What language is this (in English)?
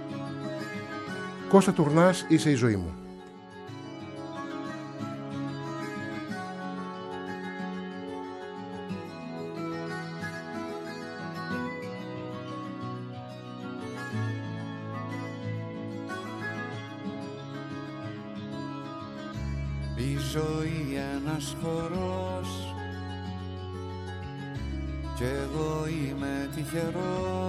Greek